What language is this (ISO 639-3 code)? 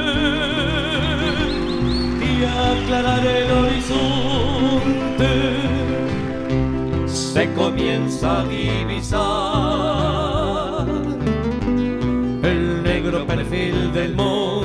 spa